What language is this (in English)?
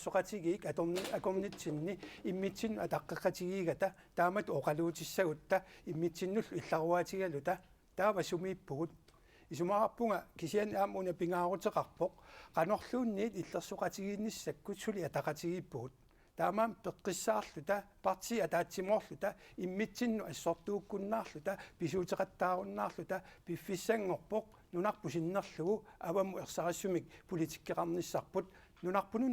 Kalaallisut